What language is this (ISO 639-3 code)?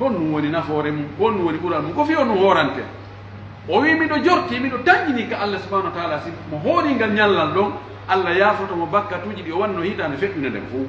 fuf